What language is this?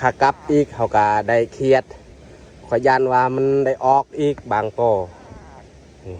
Lao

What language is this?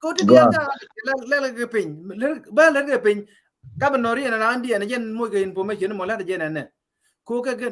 Nuer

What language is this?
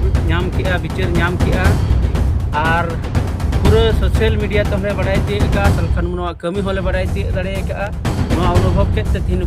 Santali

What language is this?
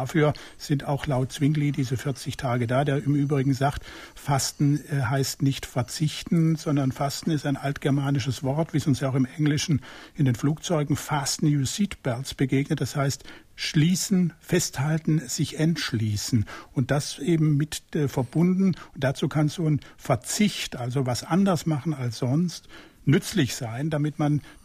German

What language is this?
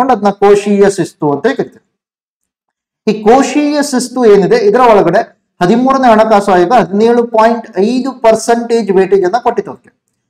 Kannada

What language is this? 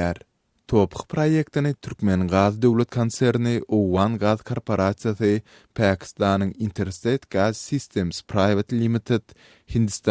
Turkmen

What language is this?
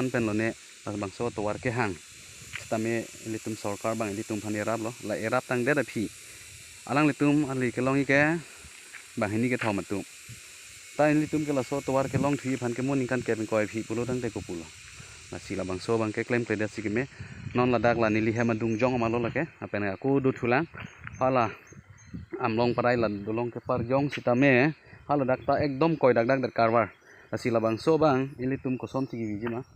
Karbi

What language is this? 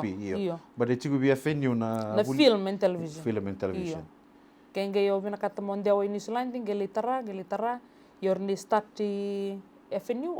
Fijian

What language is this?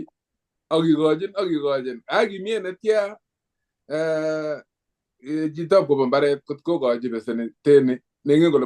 Kalenjin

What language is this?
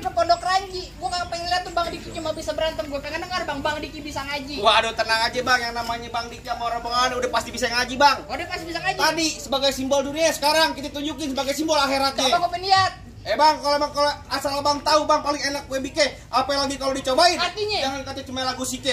Betawi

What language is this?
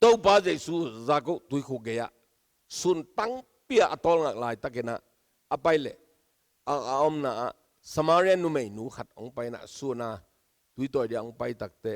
Tedim Chin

